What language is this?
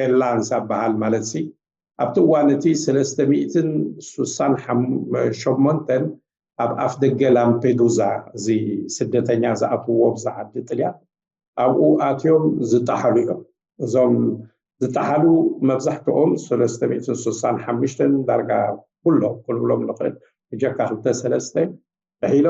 Tigrinya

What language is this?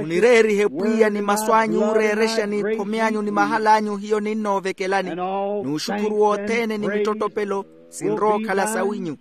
Makhuwa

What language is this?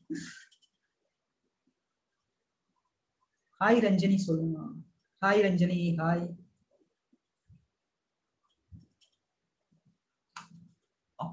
Tamil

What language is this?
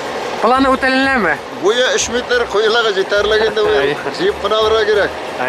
Bashkir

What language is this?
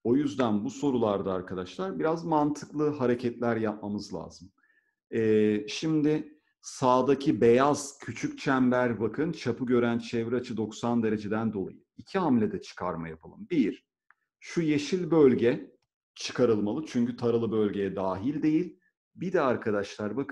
Turkish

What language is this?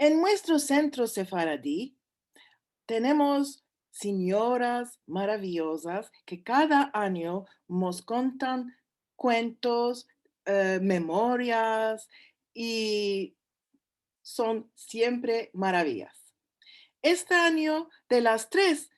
Ladino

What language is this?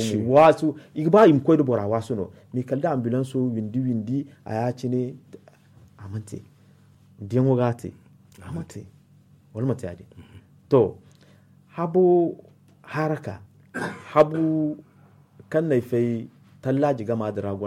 Zarma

